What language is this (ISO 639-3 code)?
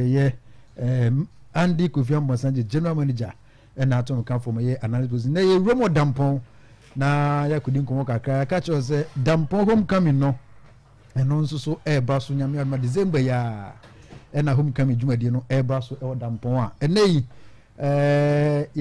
aka